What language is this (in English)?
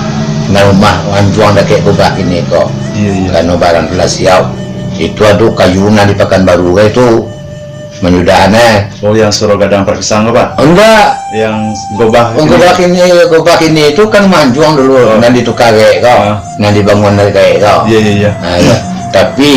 Minangkabau